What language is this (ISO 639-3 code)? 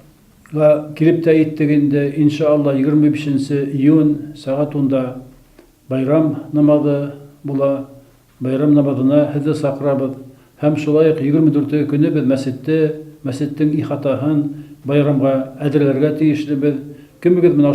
bak